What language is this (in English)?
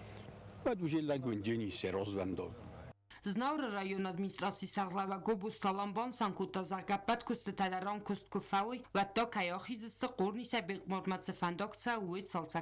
Ossetic